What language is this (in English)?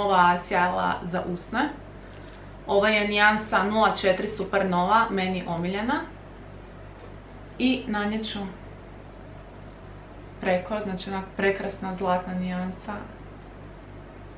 Croatian